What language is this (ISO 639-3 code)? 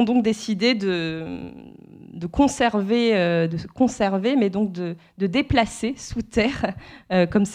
fra